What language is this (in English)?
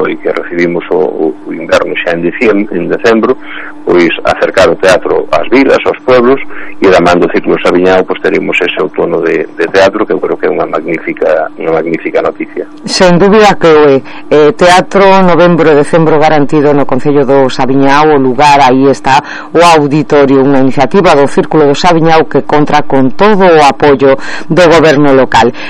Galician